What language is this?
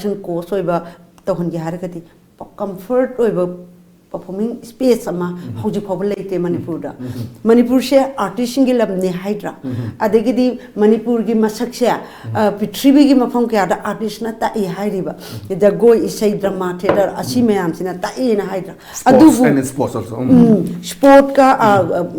Manipuri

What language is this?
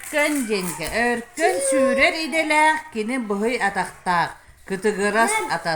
Yakut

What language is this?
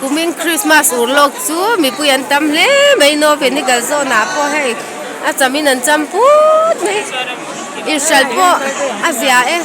Mizo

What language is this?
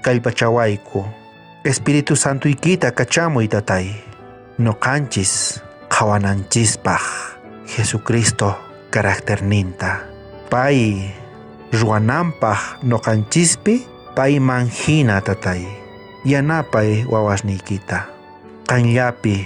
South Bolivian Quechua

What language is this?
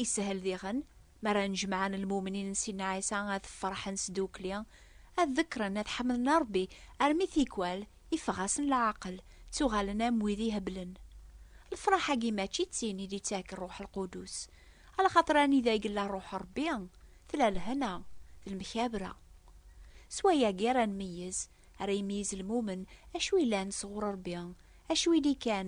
Kabyle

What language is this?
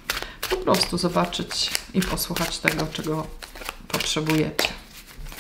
Polish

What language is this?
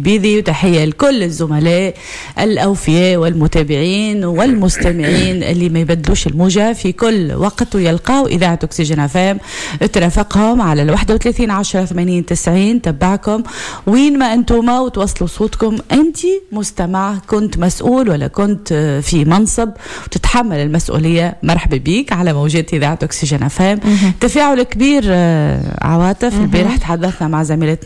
Tunisian Arabic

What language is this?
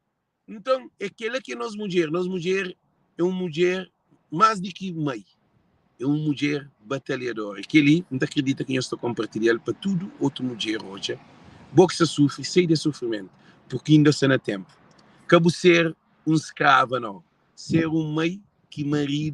Kabuverdianu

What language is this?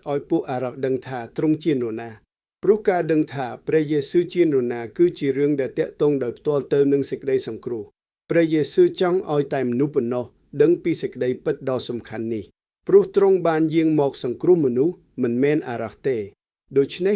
Khmer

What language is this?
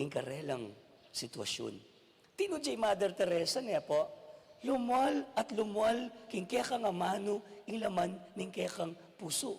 Pampanga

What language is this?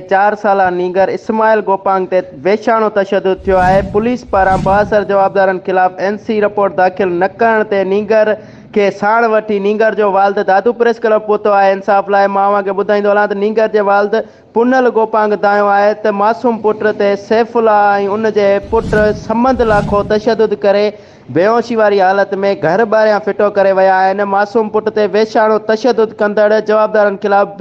Sindhi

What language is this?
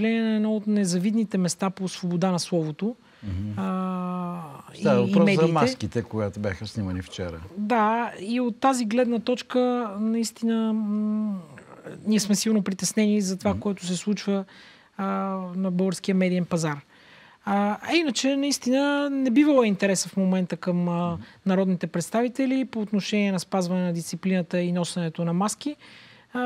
Bulgarian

